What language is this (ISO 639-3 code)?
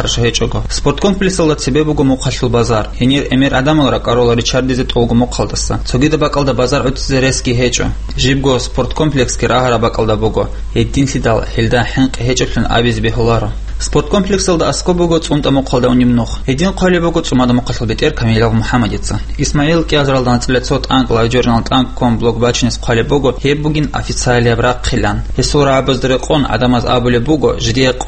ava